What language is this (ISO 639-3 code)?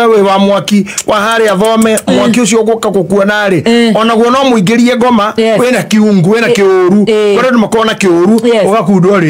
kik